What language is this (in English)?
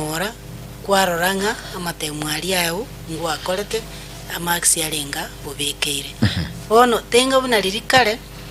Gusii